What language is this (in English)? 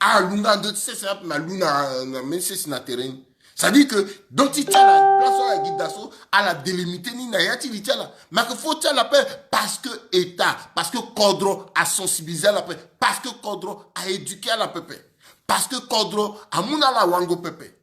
Sango